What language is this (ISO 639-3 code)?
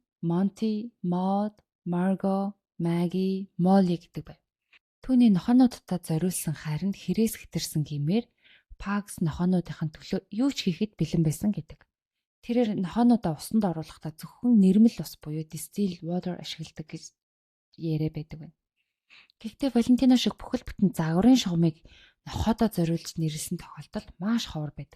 mon